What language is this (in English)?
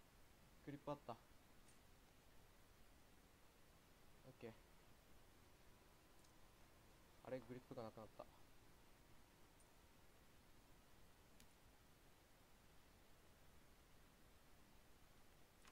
Japanese